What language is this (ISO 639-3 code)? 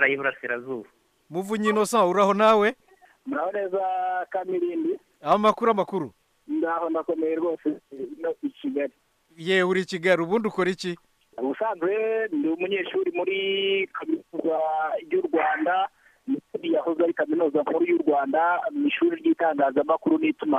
kin